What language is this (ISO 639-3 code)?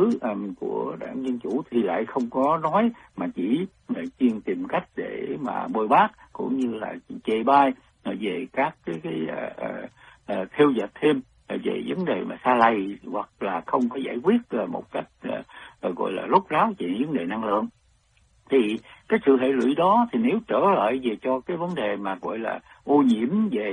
vie